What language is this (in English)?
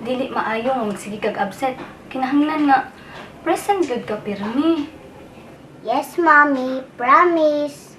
Cebuano